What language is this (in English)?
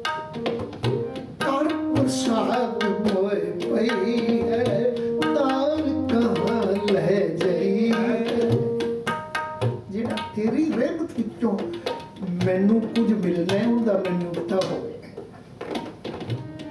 Punjabi